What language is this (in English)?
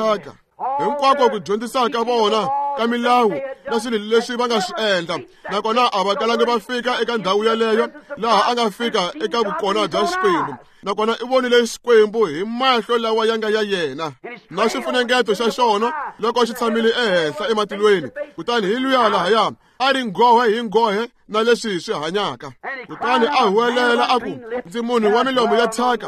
Tsonga